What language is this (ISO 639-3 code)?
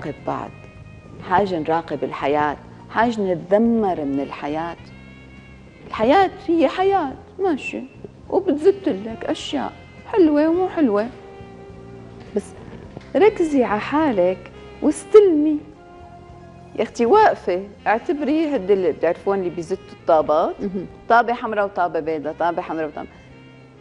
apc